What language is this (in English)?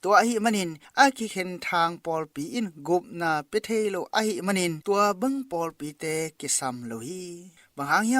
Tedim Chin